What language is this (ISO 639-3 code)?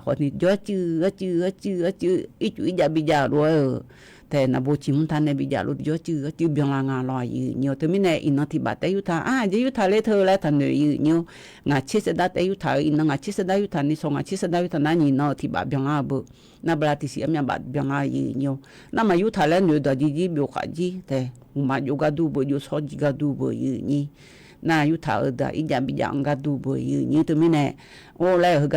ahk